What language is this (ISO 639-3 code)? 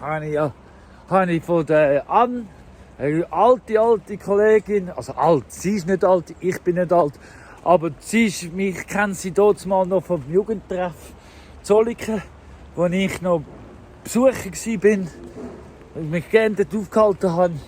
gsw